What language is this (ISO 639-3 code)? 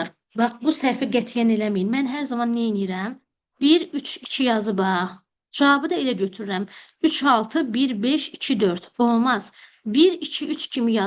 aze